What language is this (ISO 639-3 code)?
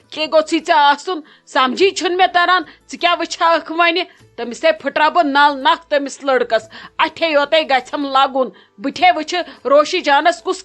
kas